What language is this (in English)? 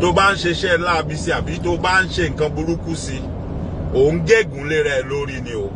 Yoruba